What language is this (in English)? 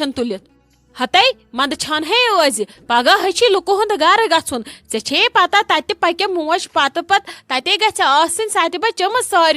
Kashmiri